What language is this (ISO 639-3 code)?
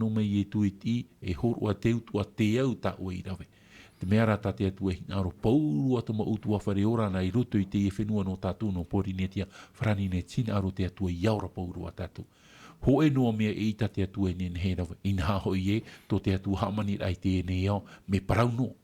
tah